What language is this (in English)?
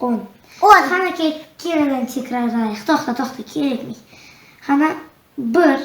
Crimean Tatar